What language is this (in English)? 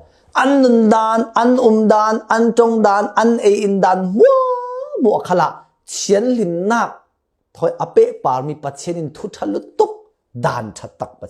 Falam Chin